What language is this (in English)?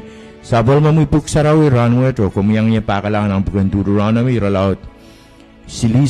Pohnpeian